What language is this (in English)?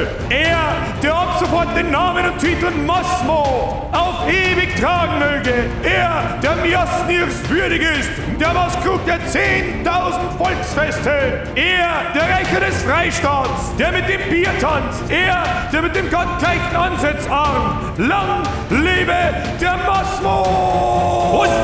Bavarian